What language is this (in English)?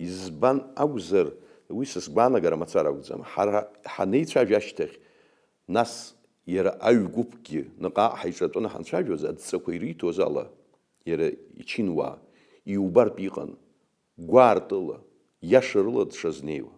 Abkhazian